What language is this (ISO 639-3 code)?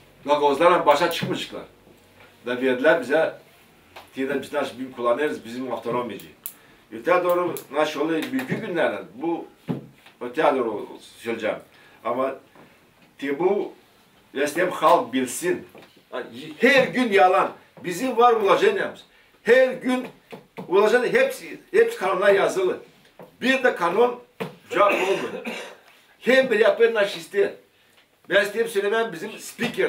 gag